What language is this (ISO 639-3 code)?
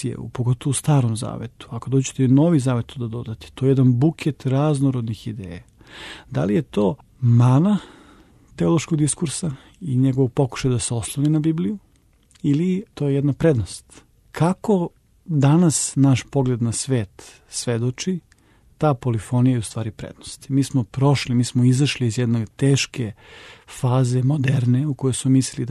srp